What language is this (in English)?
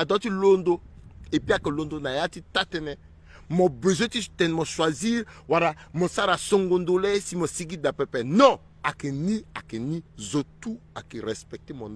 Sango